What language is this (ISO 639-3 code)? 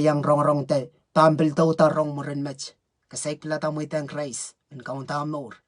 pon